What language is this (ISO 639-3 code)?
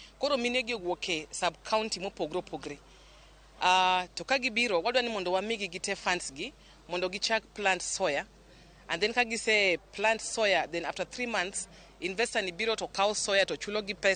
luo